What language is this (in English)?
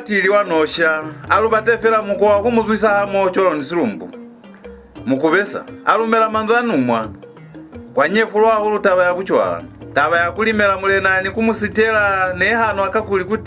Lozi